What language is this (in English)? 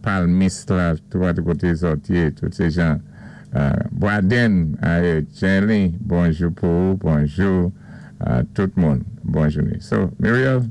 Saint Lucian Creole French